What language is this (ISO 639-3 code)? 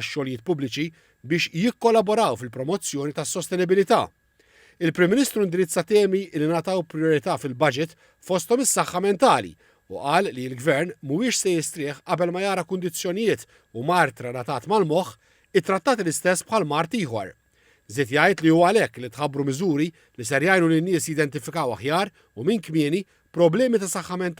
mlt